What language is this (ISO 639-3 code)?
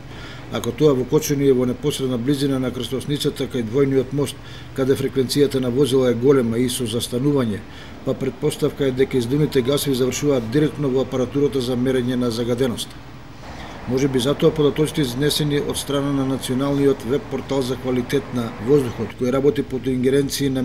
mkd